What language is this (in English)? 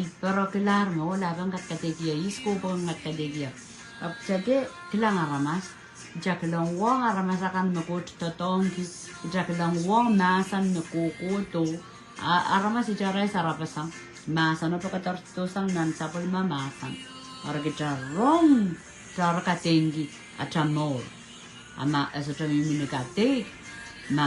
Pohnpeian